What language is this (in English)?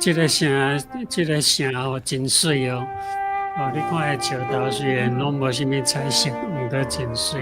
Min Nan Chinese